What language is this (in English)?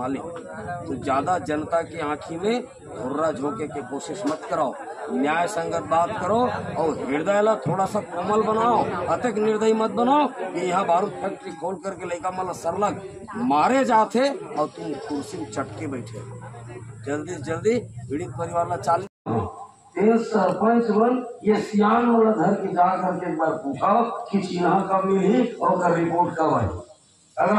Chhattisgarhi